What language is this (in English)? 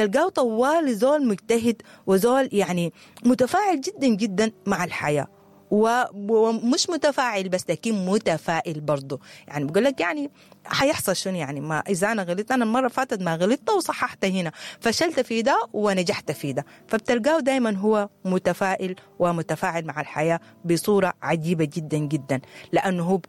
Sudanese Arabic